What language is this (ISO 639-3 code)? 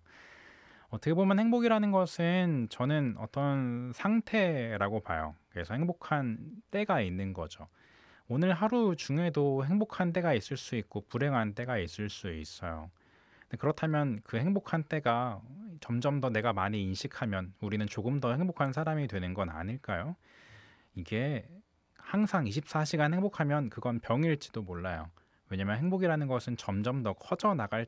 kor